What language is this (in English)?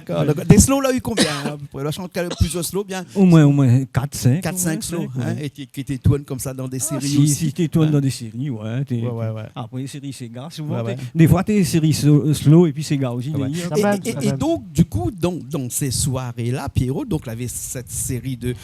Réunion Creole French